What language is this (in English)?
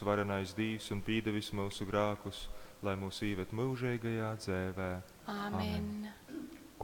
Latgalian